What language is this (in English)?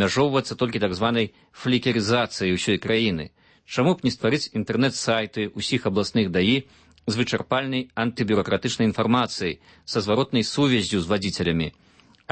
Belarusian